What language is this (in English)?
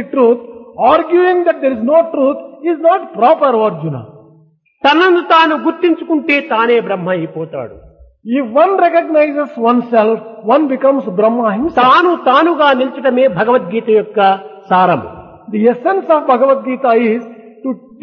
Telugu